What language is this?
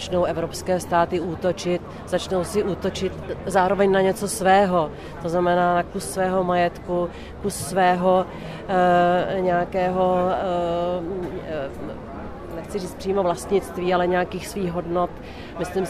Czech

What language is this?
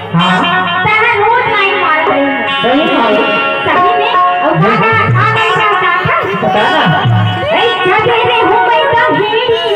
Chhattisgarhi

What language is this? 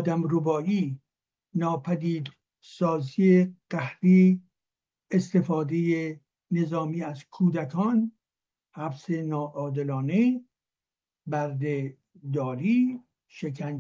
Persian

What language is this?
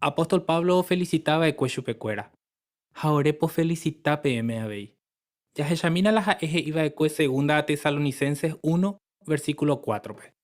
Guarani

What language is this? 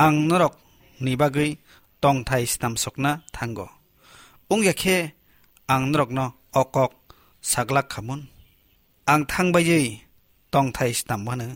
Kok Borok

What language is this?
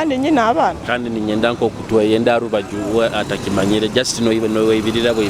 Tooro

